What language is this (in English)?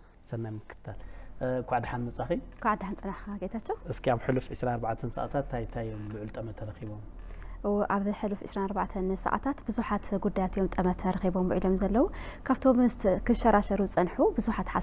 Tigrinya